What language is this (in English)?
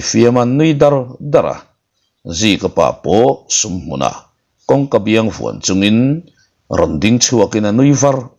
Mizo